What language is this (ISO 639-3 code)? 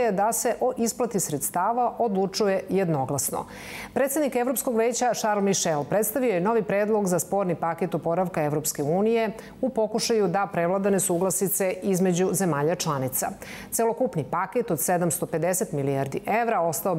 srp